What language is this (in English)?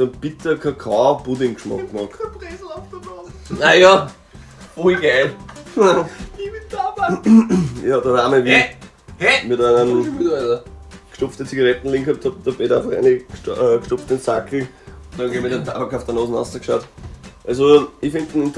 Bavarian